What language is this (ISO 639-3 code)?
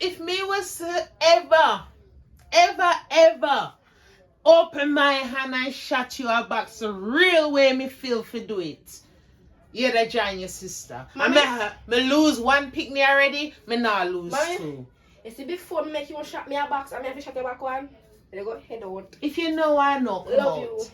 jam